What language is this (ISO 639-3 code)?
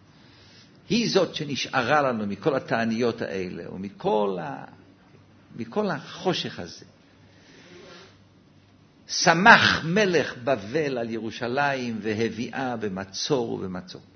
heb